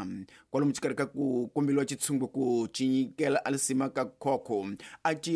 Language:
Tsonga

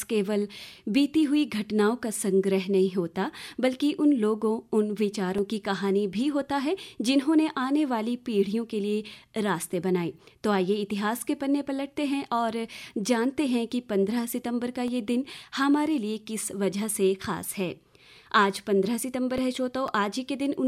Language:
Hindi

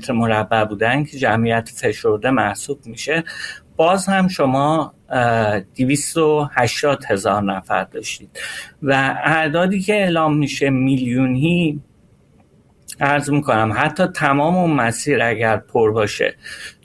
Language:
Persian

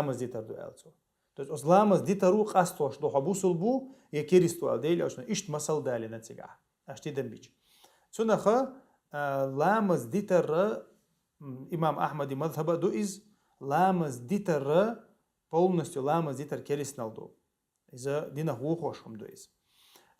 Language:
Chechen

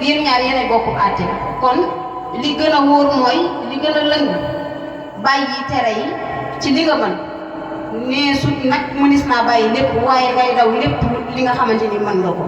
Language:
Wolof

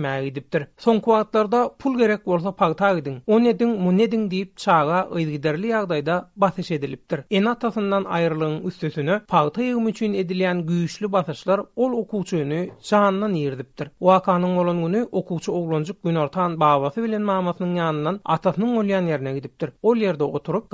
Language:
Turkmen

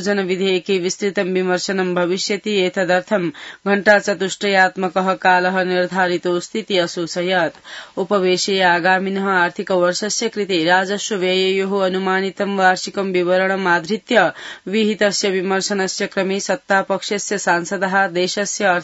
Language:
Sanskrit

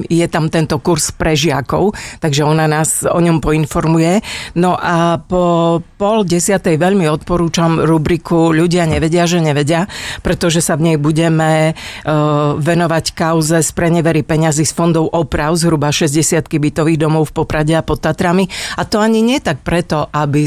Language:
Slovak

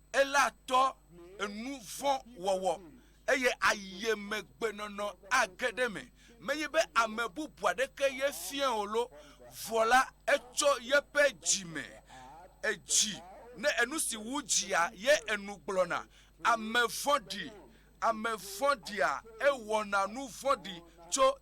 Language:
Ewe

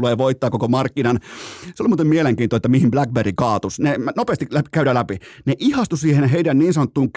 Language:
Finnish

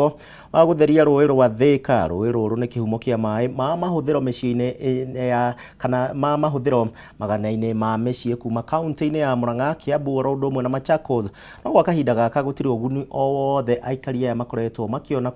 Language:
Kikuyu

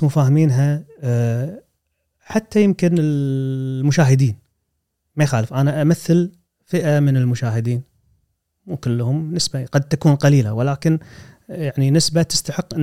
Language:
Gulf Arabic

